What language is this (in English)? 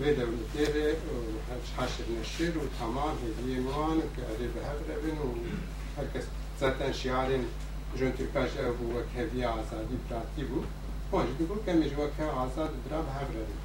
Kurdish